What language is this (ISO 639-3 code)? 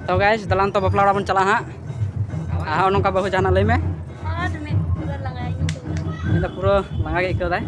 sat